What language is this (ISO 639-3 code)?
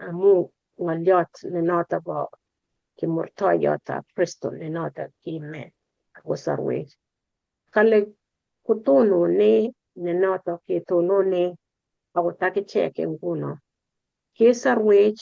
kln